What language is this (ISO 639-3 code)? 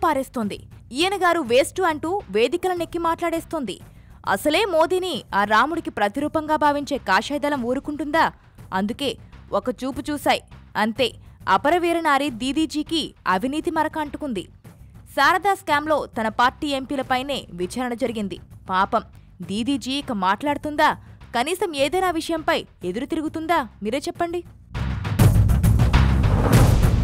tel